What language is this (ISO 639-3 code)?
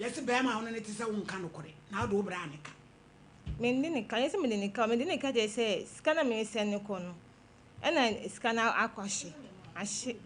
aka